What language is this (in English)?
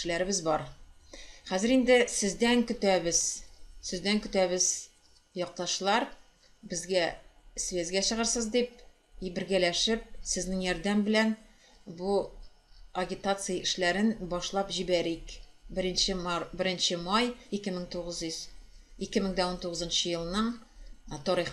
Tatar